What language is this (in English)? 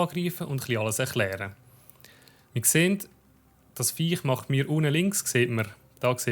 Swiss German